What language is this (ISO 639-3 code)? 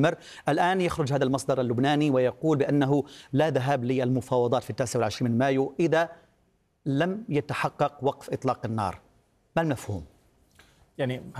ara